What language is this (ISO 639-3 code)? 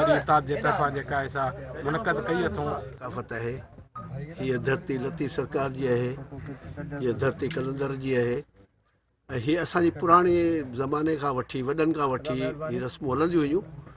snd